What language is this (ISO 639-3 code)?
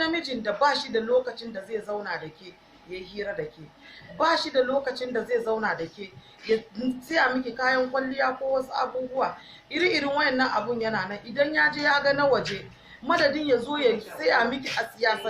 hau